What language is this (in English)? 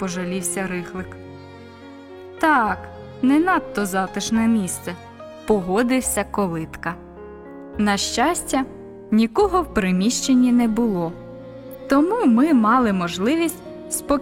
Ukrainian